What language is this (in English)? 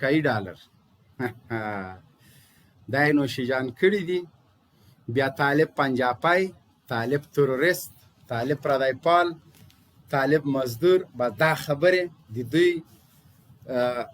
Pashto